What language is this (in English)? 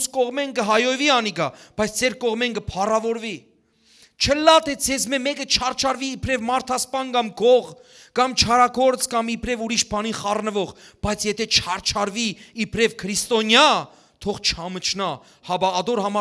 Western Armenian